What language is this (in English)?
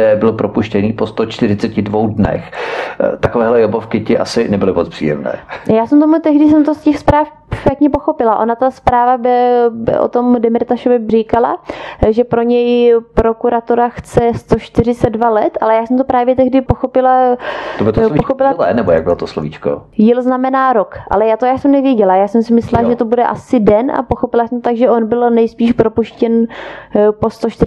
Czech